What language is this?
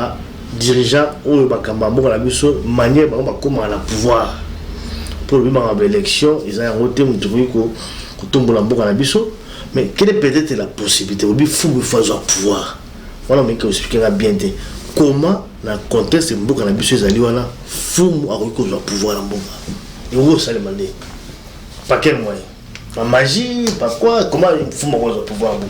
Lingala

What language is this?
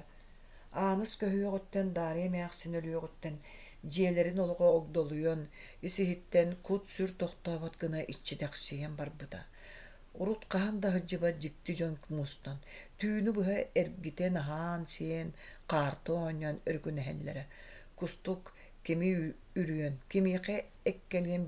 Yakut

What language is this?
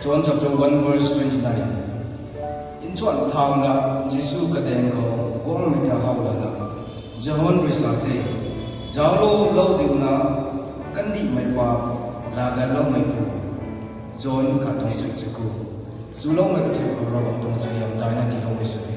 Rongmei Naga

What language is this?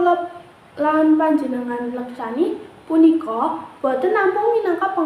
Javanese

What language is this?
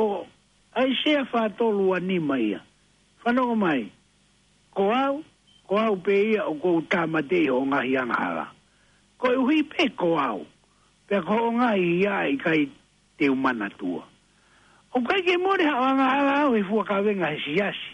Tongan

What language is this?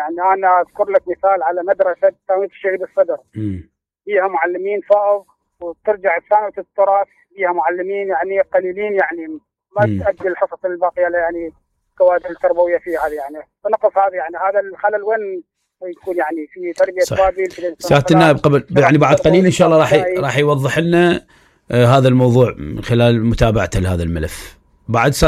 Mesopotamian Arabic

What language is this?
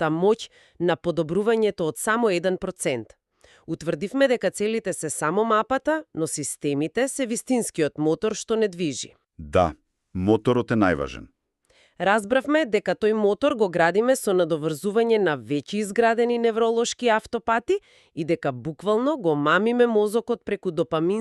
Macedonian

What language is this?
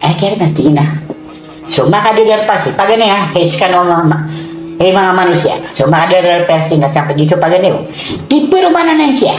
Maranao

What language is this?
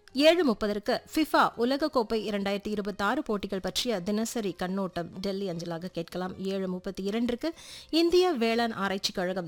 Tamil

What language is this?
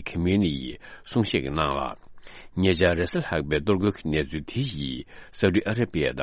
Tibetan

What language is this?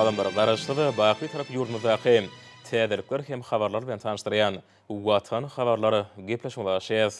Turkmen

